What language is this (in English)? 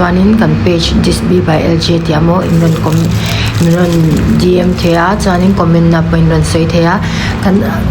Mizo